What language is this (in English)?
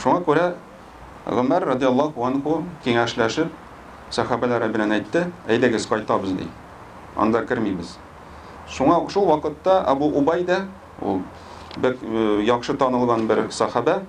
Tatar